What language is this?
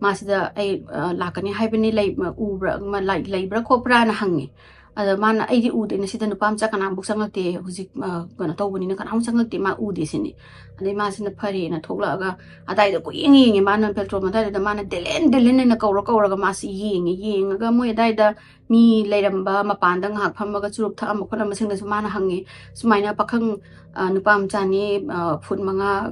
Manipuri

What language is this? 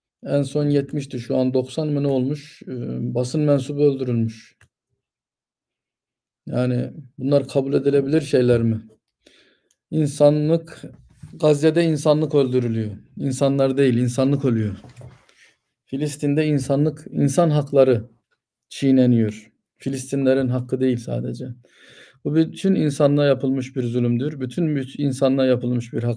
Turkish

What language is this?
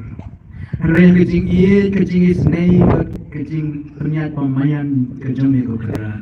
Khasi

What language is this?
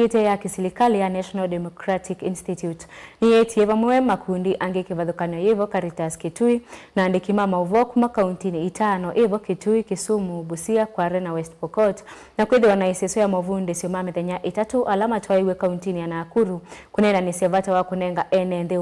Kamba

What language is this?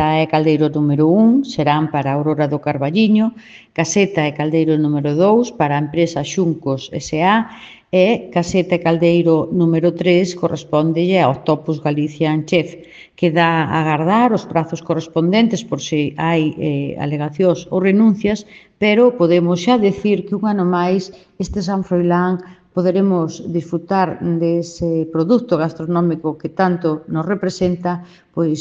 Galician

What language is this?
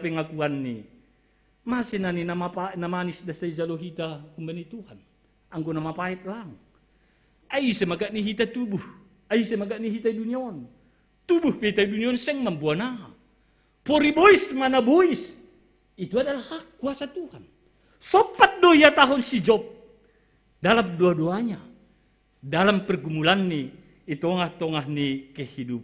Batak Simalungun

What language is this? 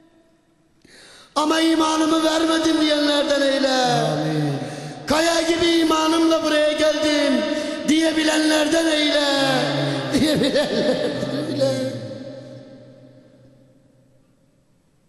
Turkish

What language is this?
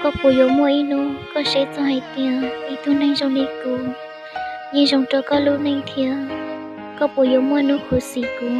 Hmong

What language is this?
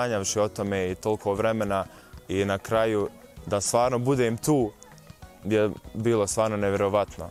Bosnian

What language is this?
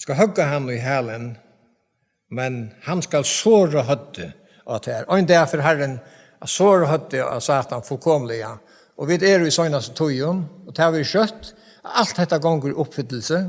Faroese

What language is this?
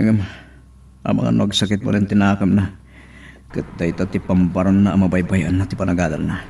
Iloko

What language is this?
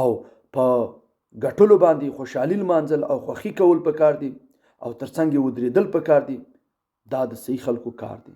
Pashto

